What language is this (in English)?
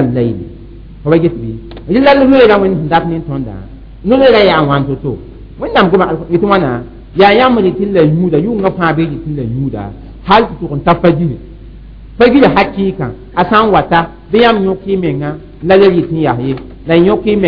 Mossi